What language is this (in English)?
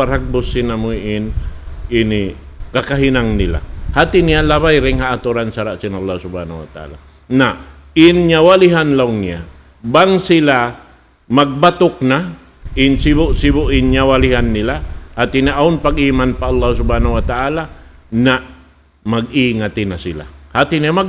Tausug